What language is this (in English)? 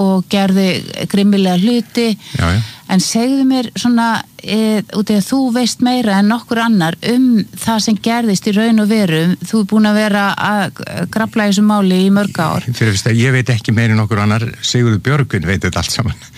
Icelandic